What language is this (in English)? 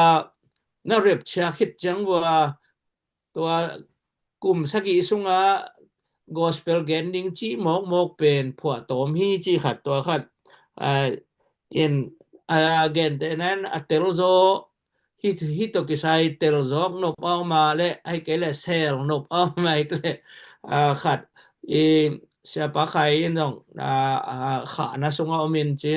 Tedim Chin